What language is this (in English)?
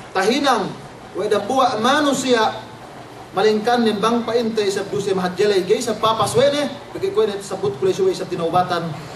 Yakan